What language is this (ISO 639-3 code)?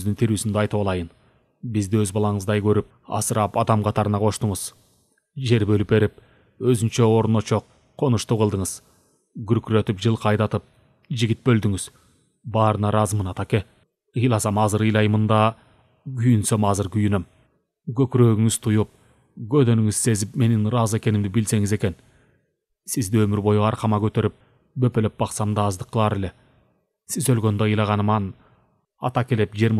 kir